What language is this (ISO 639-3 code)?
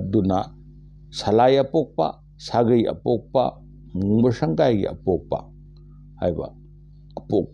mni